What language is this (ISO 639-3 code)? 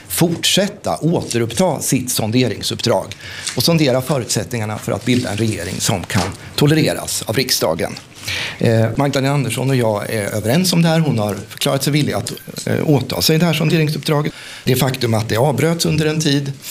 swe